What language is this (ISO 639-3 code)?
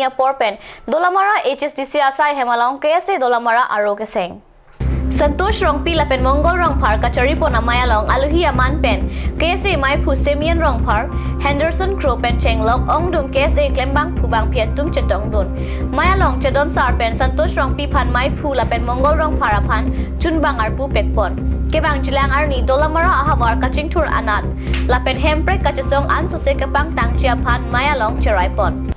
mjw